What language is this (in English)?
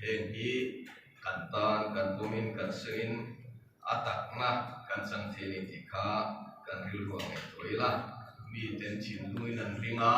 Mizo